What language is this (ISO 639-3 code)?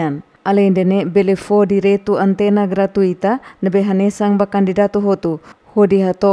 tet